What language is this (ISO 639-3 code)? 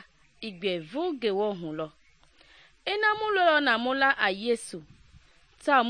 men